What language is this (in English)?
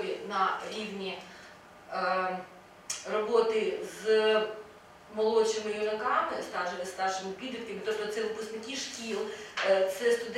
Ukrainian